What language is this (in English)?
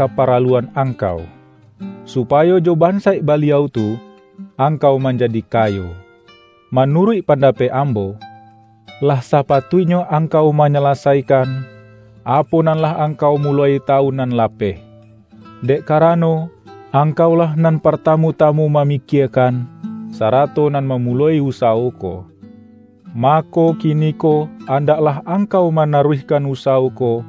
Minangkabau